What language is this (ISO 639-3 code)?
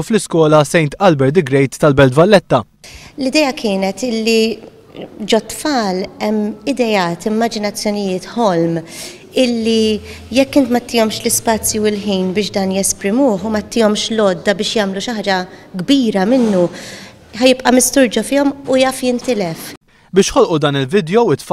mlt